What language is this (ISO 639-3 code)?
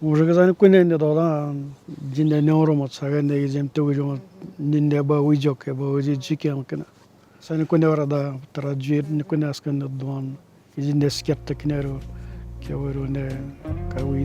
atj